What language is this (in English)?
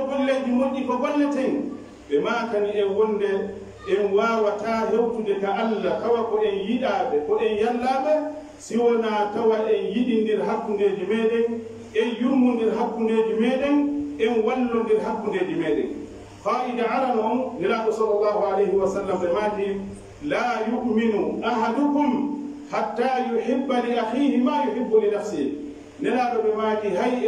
Pular